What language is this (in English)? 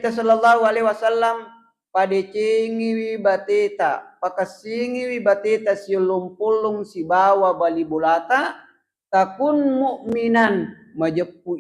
Buginese